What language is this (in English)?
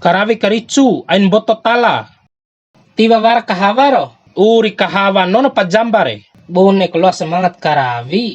Bima